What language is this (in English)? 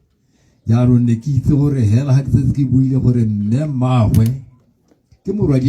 Tswana